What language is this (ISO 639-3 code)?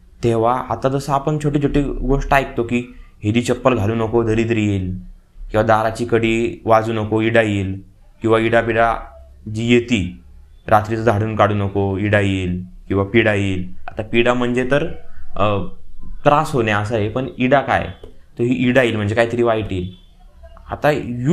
mar